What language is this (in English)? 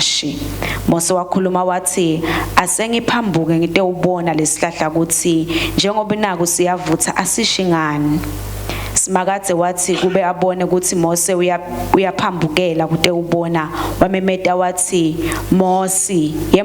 Swati